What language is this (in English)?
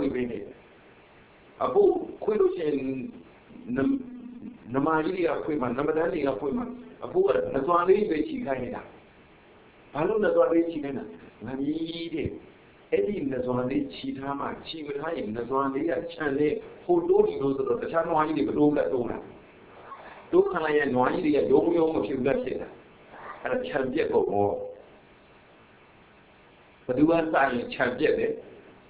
Burmese